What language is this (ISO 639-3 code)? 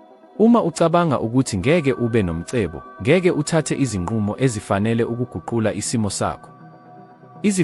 zul